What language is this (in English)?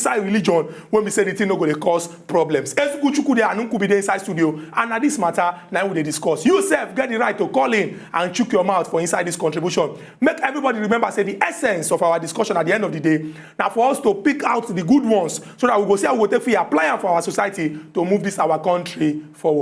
Nigerian Pidgin